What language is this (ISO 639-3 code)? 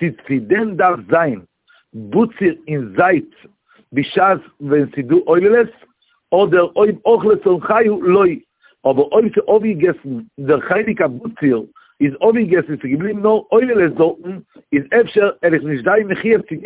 yid